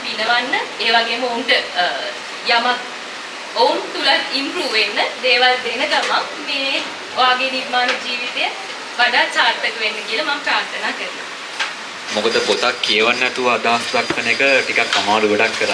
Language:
Sinhala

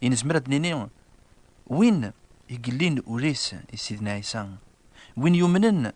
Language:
Kabyle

